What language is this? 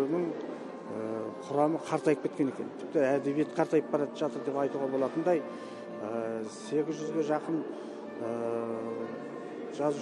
Kazakh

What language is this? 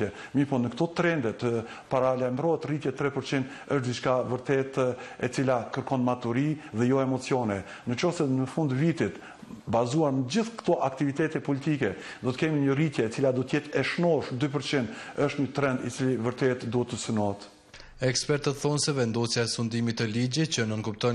Albanian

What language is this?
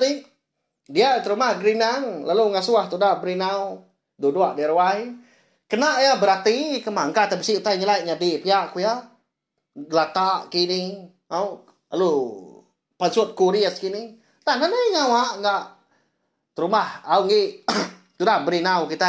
Iban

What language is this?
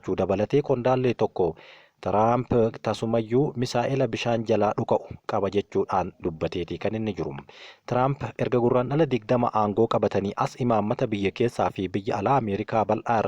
Oromo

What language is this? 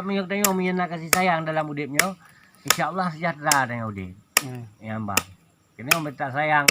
Achinese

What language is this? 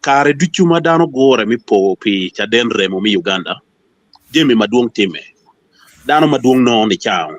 Acoli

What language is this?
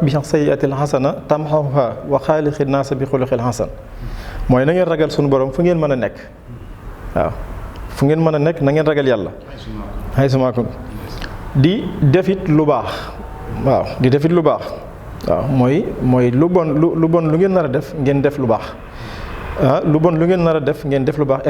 Wolof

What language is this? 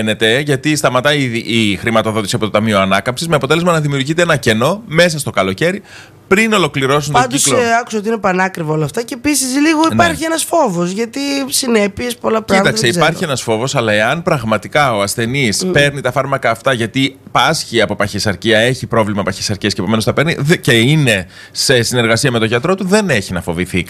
Greek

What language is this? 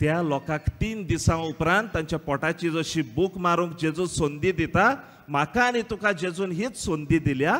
Konkani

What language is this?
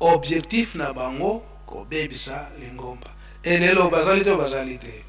Lingala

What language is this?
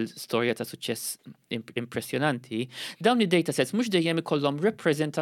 Maltese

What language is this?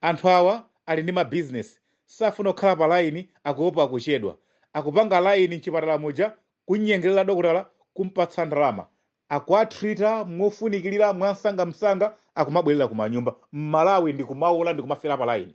Nyanja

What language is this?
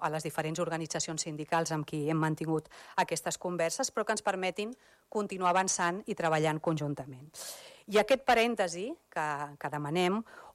Catalan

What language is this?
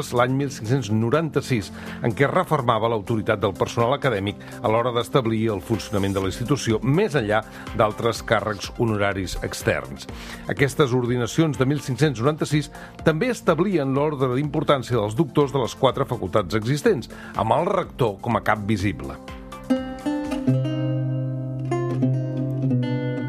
Catalan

